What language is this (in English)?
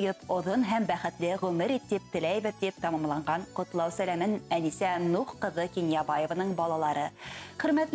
Bashkir